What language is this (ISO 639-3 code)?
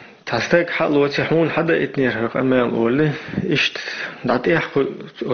che